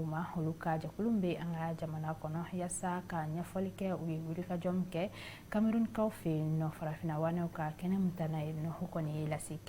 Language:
Bambara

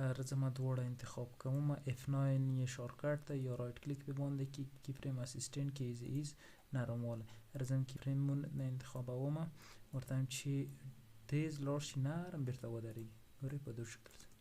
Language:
Pashto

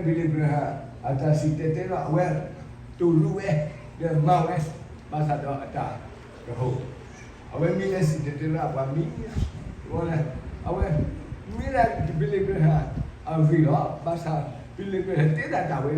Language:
S'gaw Karen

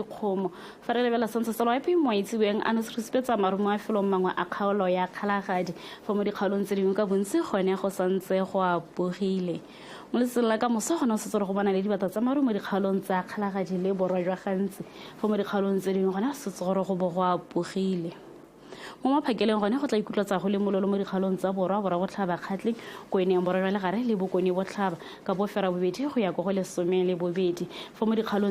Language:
Tswana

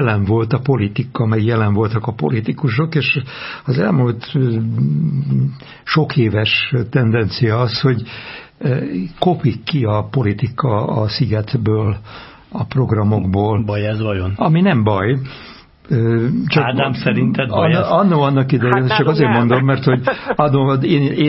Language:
Hungarian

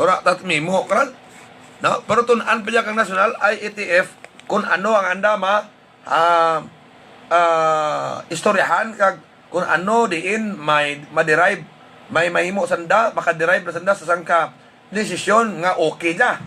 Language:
Hiligaynon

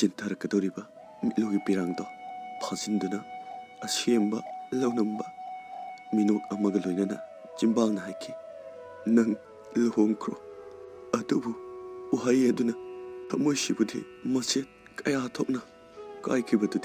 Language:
Manipuri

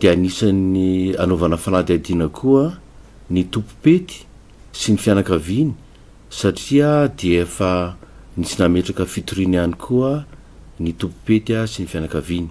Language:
Malagasy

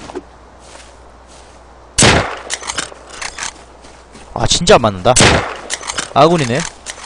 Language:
Korean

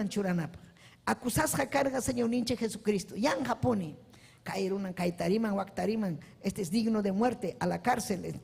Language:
Ayacucho Quechua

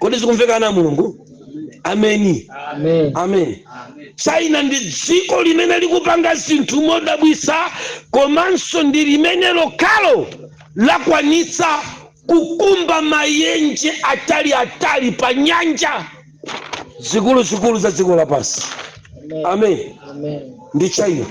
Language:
Nyanja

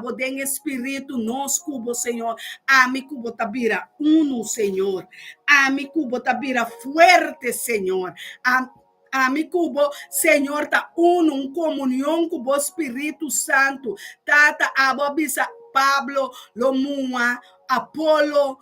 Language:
Papiamento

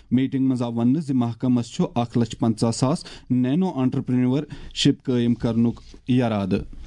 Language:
Kashmiri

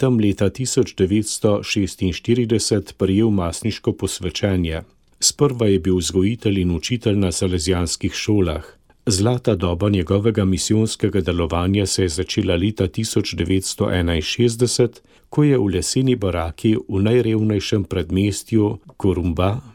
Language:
Slovenian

